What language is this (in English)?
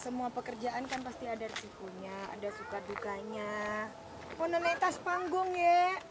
Madurese